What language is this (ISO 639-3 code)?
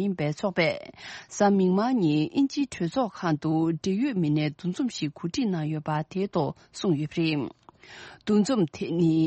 bod